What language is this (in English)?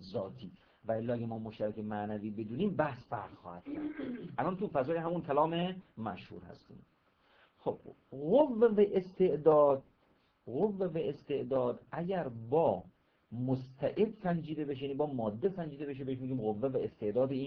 Persian